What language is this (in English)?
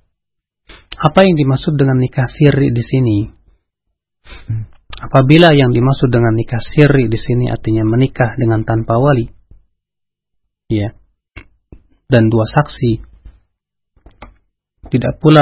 Indonesian